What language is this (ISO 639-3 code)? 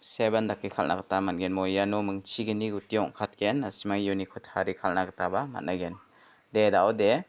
grt